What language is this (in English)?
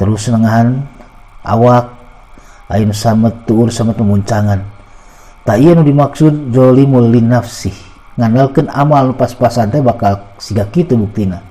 Sundanese